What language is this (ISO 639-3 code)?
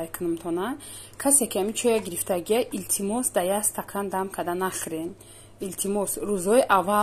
tgk